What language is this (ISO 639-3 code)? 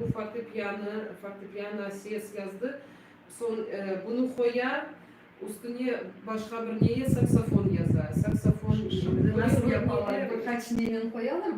crh